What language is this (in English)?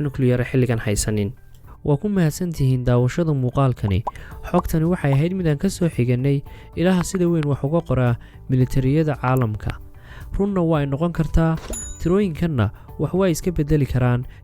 Somali